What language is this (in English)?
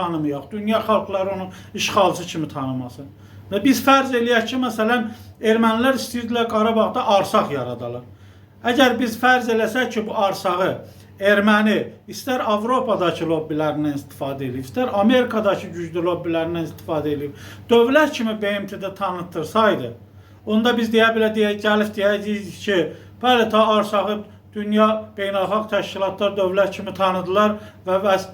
Azerbaijani